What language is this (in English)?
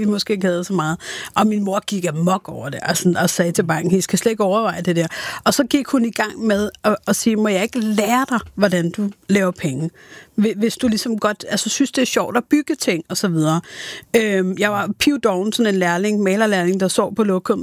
Danish